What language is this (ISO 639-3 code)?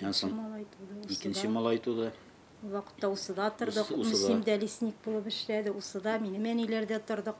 tat